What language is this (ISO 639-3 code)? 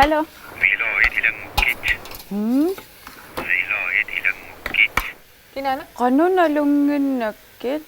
kal